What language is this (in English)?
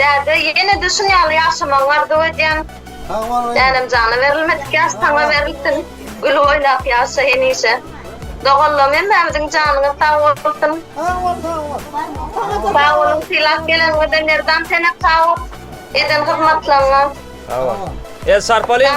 Turkmen